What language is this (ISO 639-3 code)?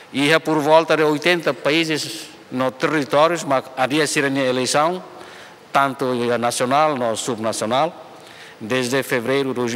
tet